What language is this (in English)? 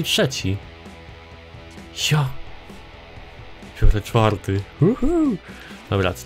Polish